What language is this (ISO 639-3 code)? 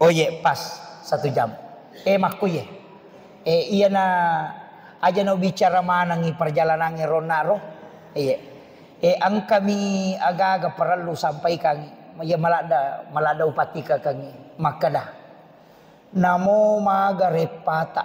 bug